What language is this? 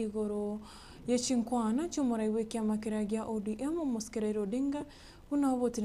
Gusii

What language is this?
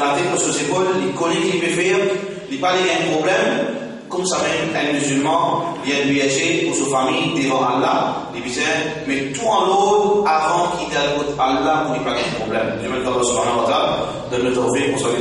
Morisyen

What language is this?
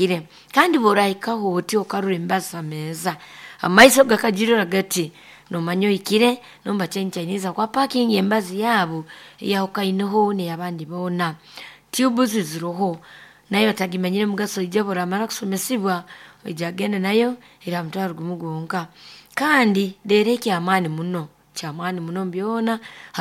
Nyankole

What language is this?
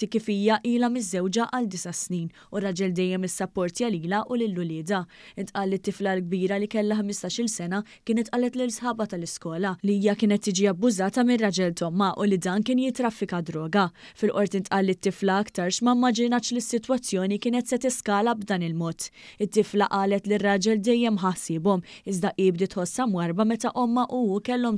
Maltese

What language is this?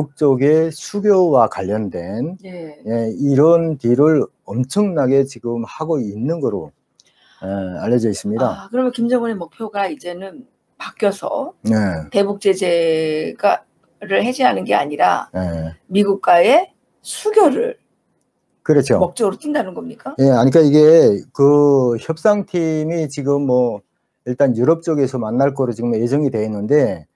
Korean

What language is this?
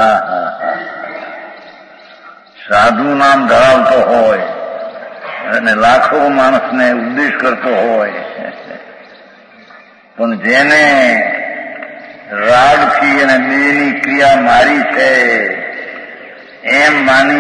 Gujarati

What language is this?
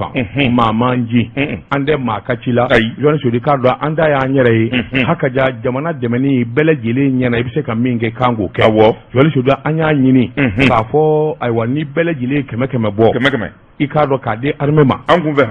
Bambara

